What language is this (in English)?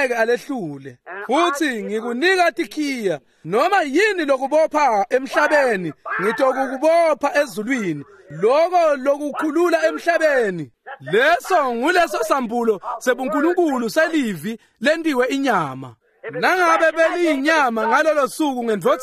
Swati